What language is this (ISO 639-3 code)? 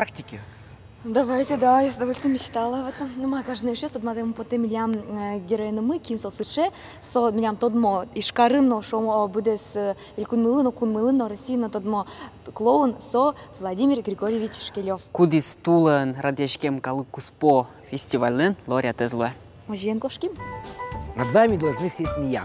udm